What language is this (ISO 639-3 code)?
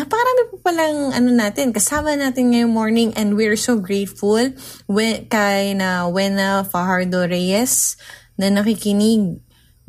fil